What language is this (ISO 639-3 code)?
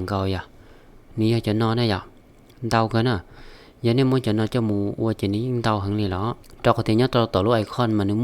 hmn